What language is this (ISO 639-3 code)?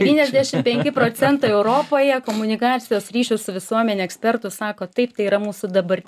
lit